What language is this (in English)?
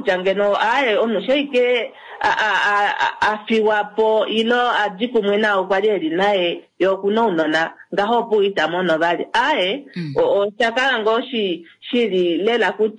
Kuanyama